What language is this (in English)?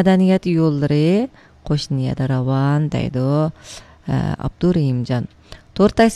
Uyghur